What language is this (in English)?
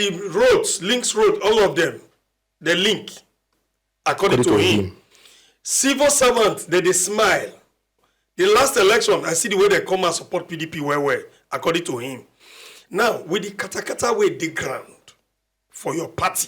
Nigerian Pidgin